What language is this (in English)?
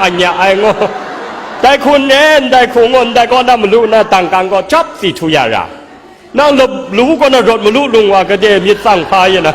Kachin